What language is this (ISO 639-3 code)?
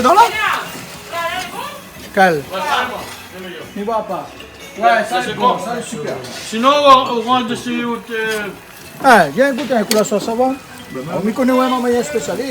rcf